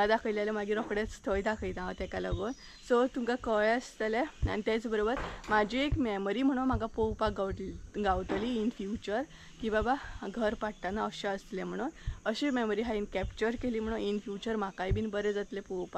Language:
Konkani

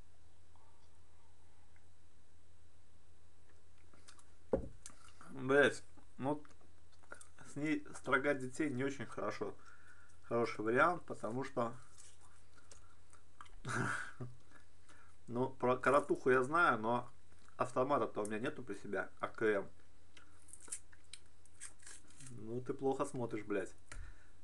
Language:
Russian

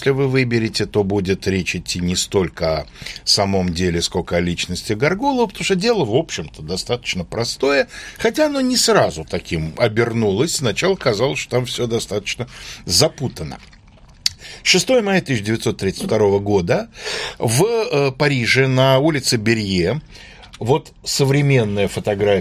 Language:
Russian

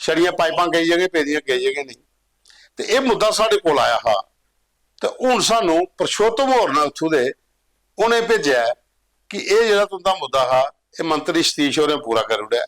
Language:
Dogri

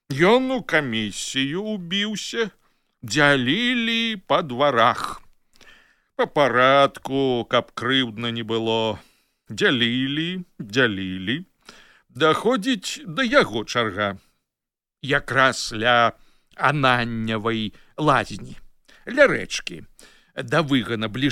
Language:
Belarusian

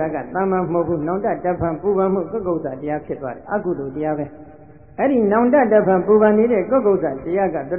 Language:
Burmese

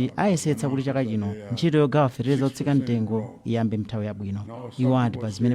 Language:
Nyanja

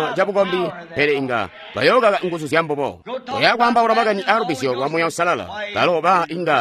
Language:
Tonga (Zambia)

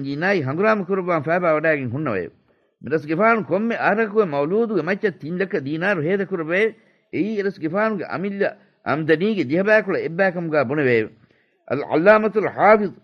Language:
Divehi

